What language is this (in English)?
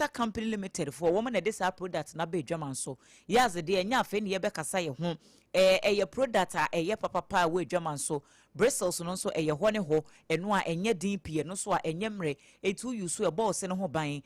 Akan